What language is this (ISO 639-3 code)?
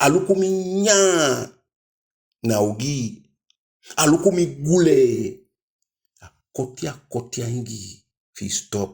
djk